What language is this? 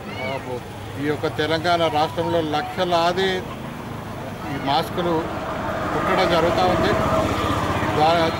Telugu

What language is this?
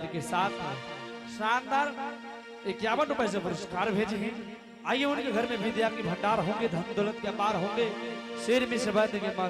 Angika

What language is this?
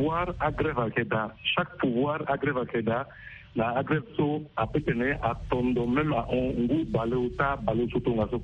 Sango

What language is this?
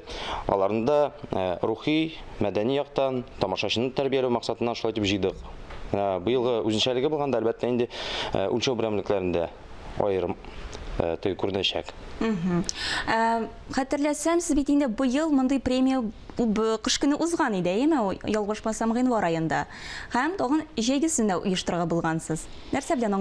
Tatar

